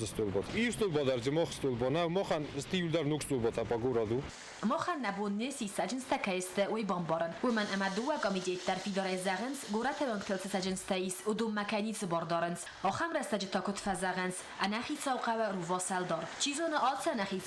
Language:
Ossetic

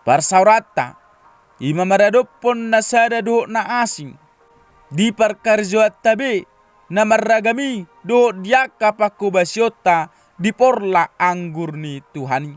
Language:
Batak Toba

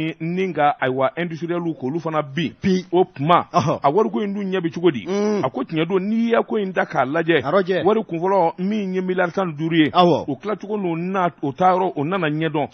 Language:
Bambara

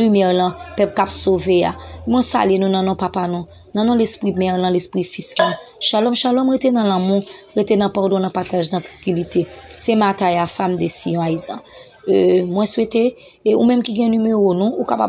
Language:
Haitian Creole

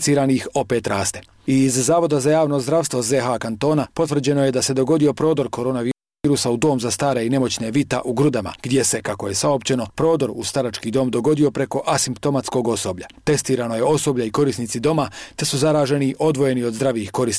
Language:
Bosnian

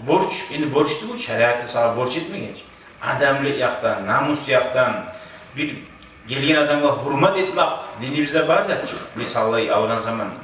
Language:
Kumyk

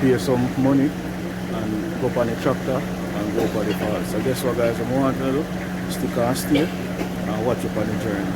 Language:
Jamaican Creole English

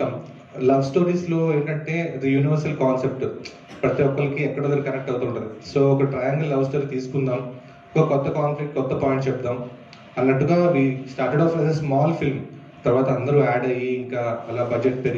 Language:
Telugu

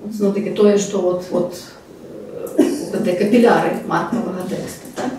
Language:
Belarusian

